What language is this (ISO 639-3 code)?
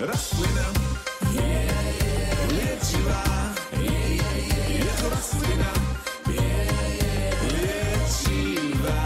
slk